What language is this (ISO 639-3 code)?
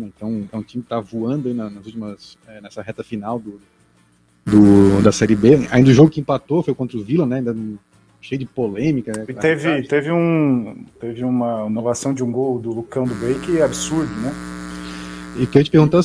por